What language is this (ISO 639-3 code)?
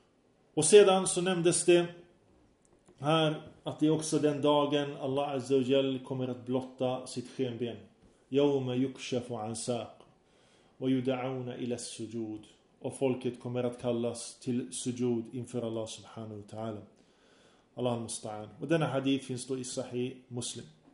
swe